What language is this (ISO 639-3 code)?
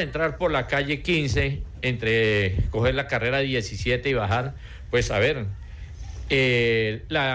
spa